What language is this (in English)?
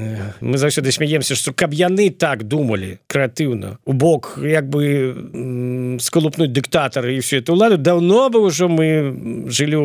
Belarusian